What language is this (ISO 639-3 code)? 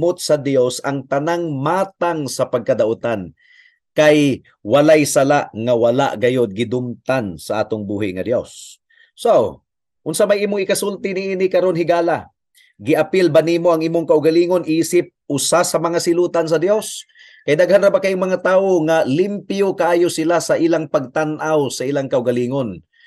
ceb